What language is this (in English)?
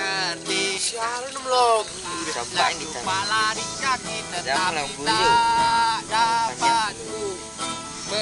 Minangkabau